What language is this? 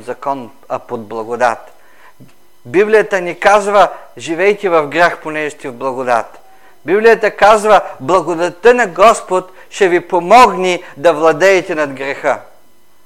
Bulgarian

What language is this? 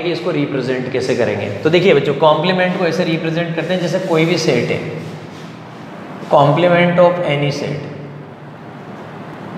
Hindi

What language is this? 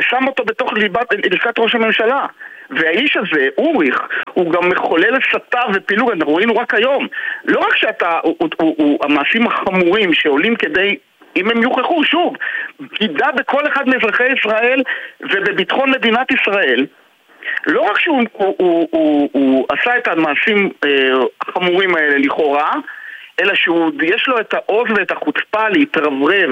Hebrew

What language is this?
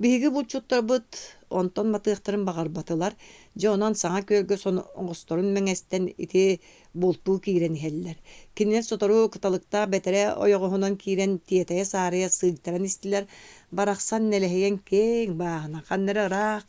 Yakut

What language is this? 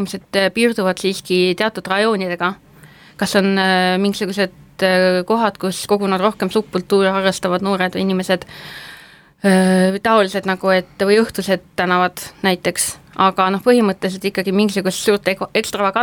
Estonian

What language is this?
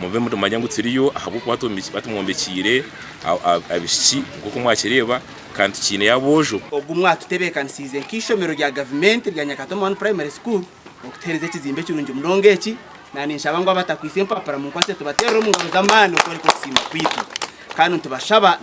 Nyankole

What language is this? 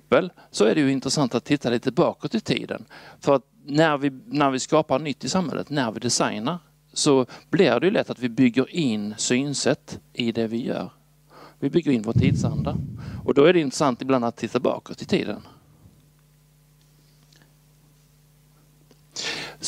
Swedish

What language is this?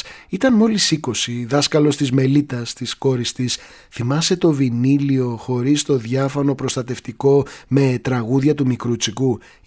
Greek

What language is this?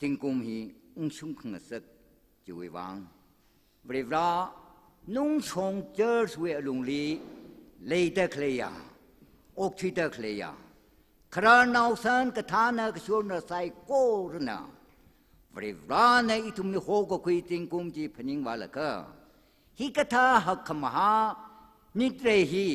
Tangkhul Naga (India)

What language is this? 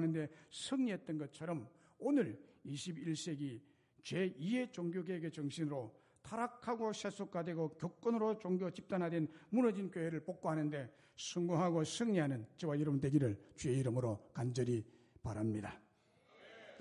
Korean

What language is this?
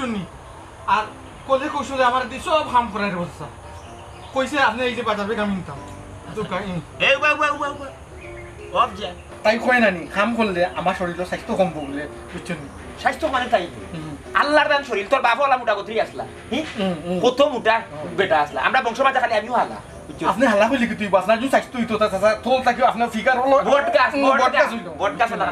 Sylheti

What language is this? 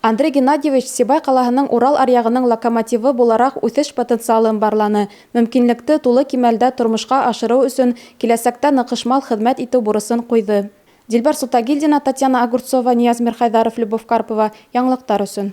Bashkir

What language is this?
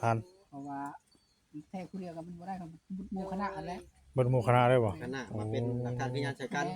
Northeastern Thai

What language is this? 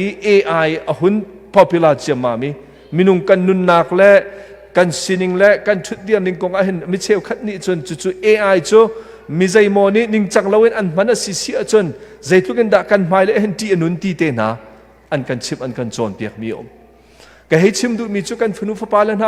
Hakha Chin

